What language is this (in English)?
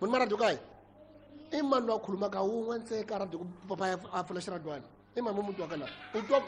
Tsonga